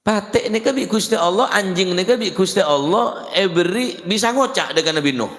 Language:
Madurese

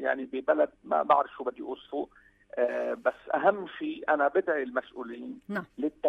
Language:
North Levantine Arabic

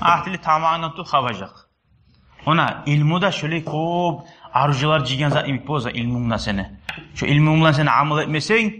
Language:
Kumyk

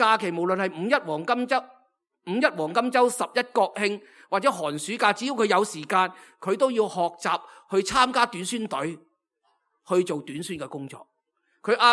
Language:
Cantonese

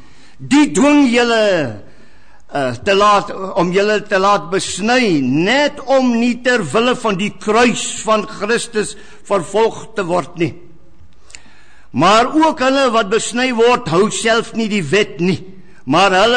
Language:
Afrikaans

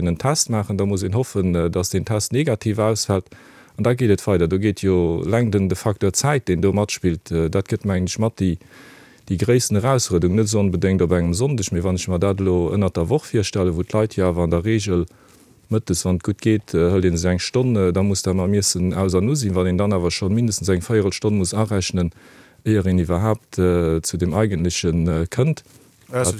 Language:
Luxembourgish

